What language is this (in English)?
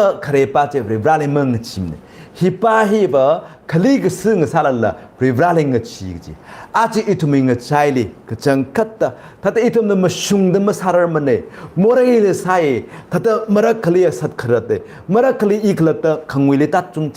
Tangkhul Naga (India)